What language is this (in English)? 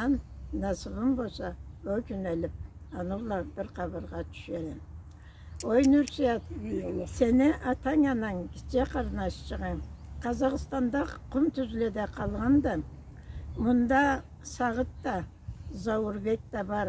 Karachay-Balkar